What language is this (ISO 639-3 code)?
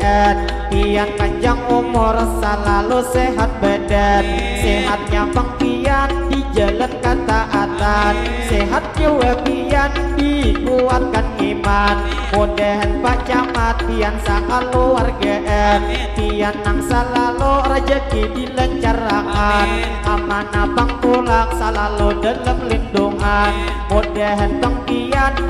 bjn